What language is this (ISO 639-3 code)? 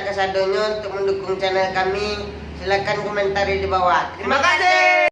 min